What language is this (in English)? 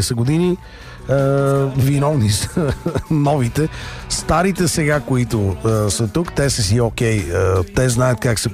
Bulgarian